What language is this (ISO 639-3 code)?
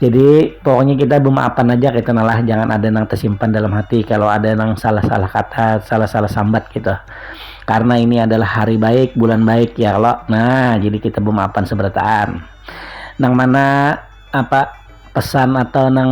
bjn